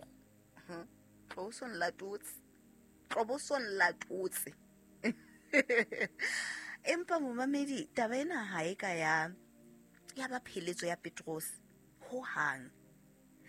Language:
Southern Sotho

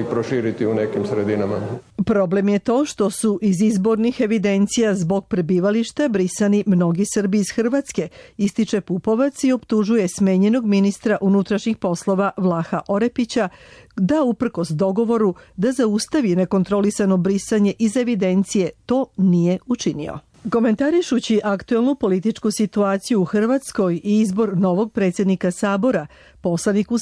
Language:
Serbian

